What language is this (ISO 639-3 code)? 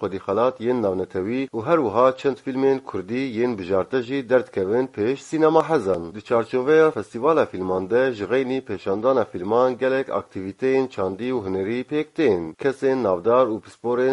kur